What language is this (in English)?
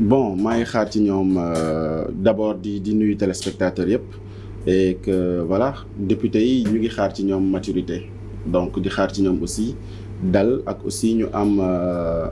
Wolof